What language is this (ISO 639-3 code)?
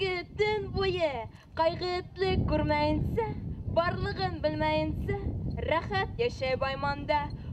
bak